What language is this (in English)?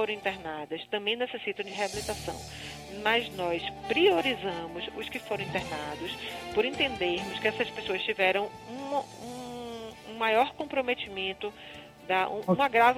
Portuguese